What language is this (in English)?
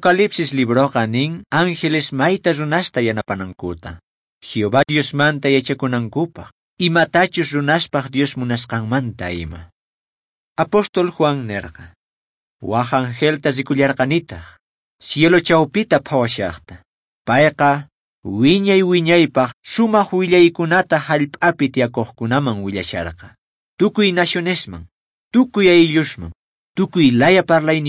Quechua